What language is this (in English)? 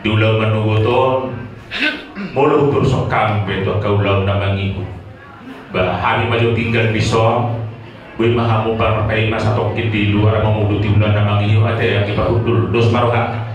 Batak Toba